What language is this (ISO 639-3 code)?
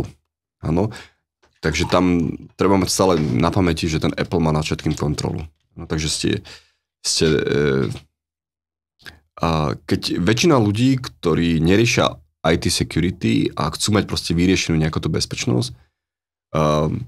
slk